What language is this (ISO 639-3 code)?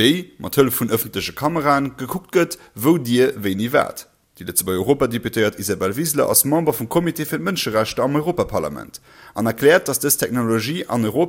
ltz